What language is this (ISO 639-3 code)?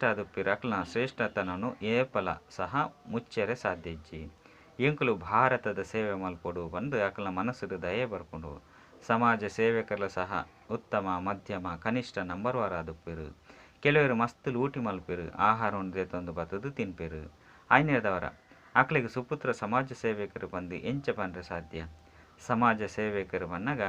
tcy